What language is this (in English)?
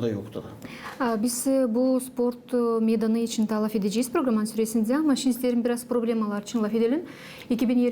Gagauz